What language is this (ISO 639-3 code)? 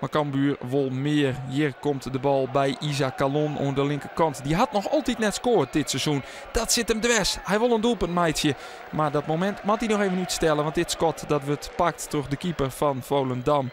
fry